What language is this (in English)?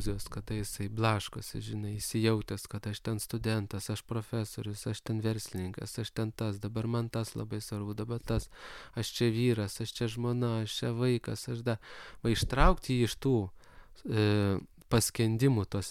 Lithuanian